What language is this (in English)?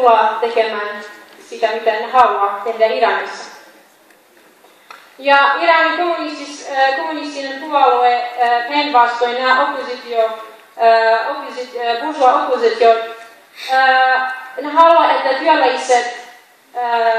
Finnish